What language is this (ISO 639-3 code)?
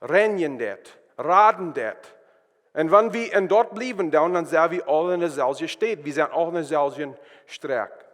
pdt